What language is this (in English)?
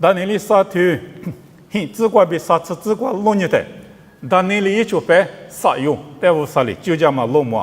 Lisu